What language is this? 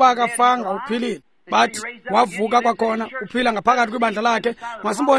Xhosa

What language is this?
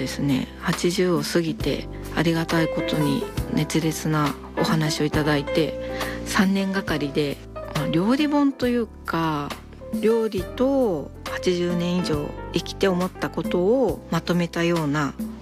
Japanese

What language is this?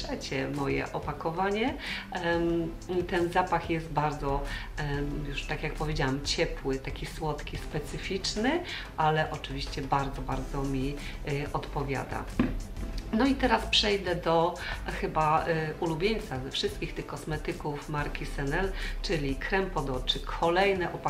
Polish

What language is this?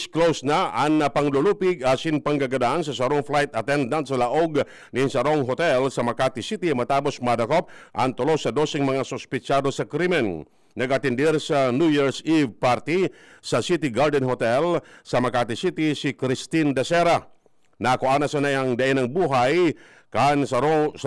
Bikol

